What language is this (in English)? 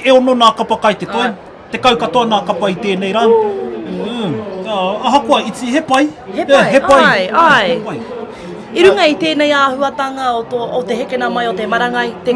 Māori